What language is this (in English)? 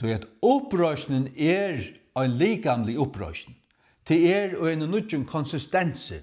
Faroese